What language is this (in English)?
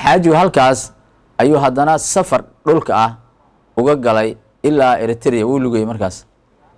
Somali